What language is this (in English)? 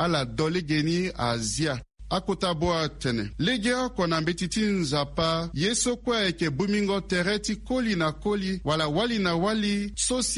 Sango